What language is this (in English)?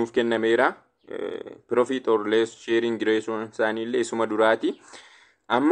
Oromo